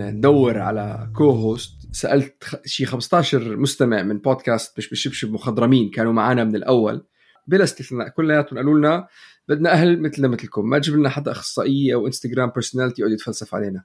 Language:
North Levantine Arabic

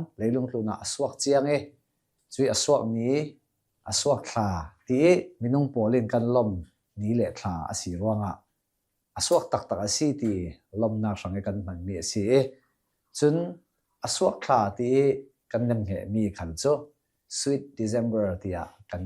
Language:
Hakha Chin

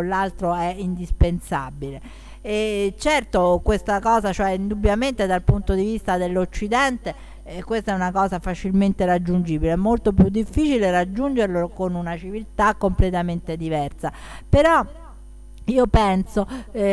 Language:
Italian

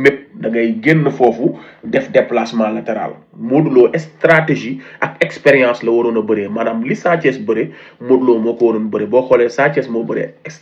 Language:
Wolof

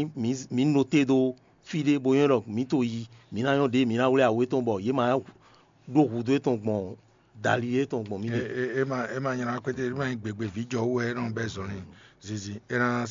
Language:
Fon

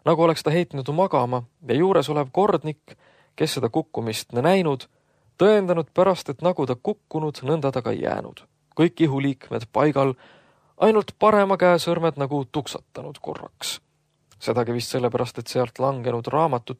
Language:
Estonian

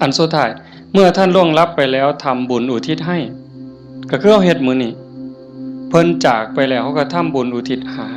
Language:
Northeastern Thai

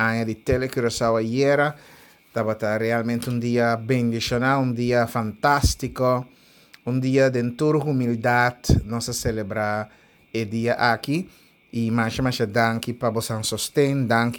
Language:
Papiamento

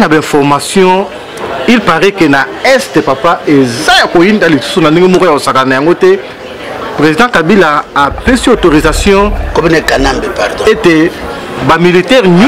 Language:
Lingala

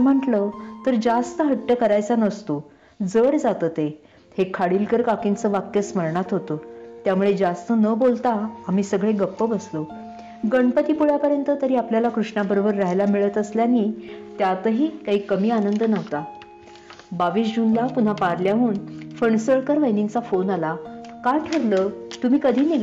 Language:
Marathi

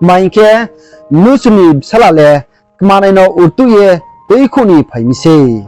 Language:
Riang (India)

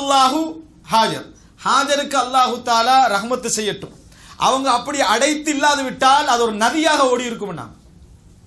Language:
Tamil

